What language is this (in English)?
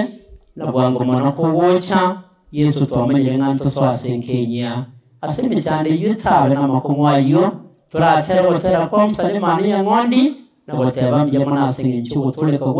Gusii